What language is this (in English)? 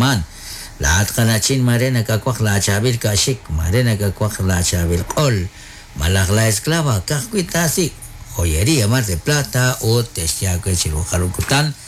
Kekchí